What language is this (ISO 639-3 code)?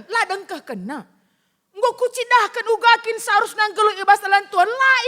btx